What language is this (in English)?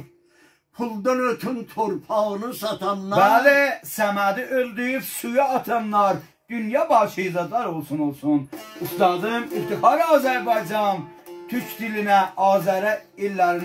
South Azerbaijani